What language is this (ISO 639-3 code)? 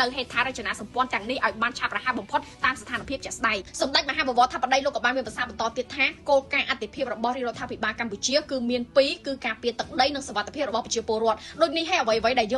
khm